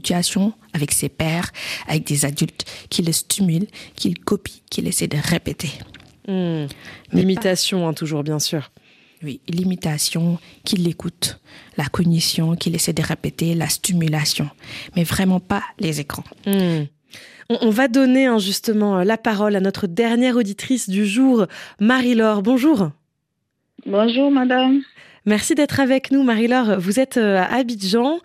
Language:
French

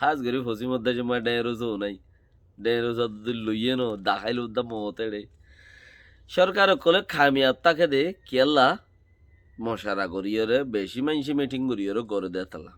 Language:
Rohingya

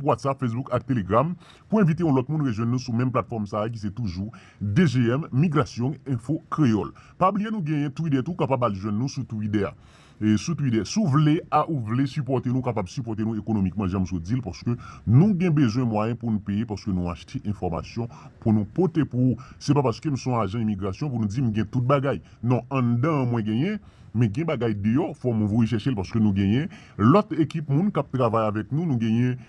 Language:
Haitian Creole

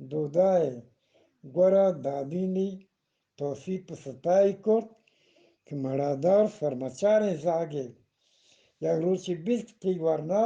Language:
Eastern Balochi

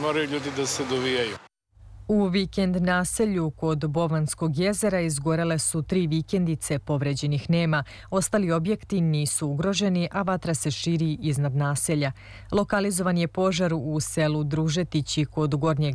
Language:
Serbian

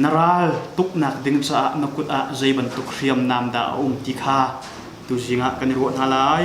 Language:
Hakha Chin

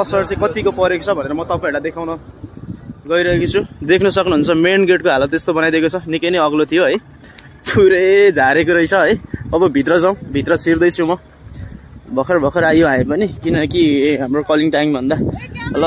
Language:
Nepali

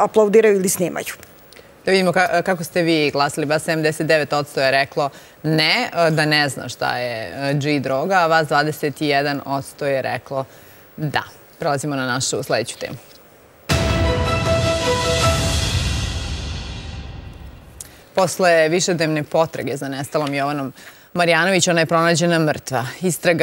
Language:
Serbian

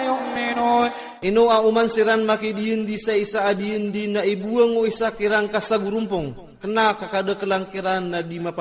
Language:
Iranun (Philippines)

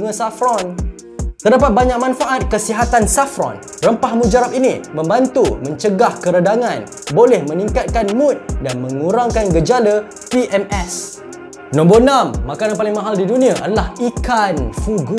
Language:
Malay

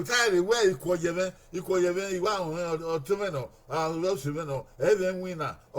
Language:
Bini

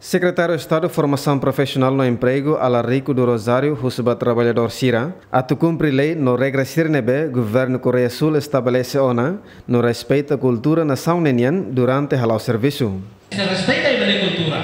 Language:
Tetum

